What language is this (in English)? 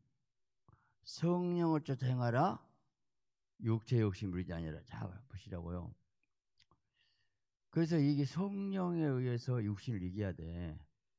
Korean